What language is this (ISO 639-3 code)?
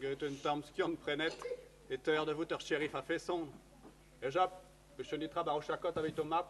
bre